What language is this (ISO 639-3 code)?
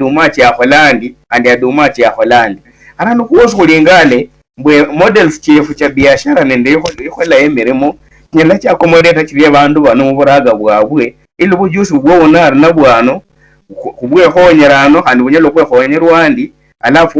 luy